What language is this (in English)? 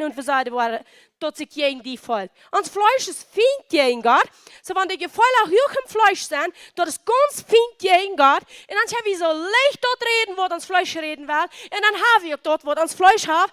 Plautdietsch